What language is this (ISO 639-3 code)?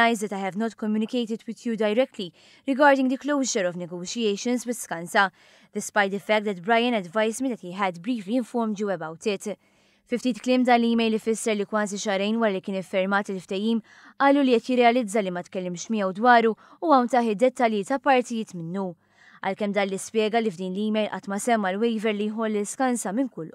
mlt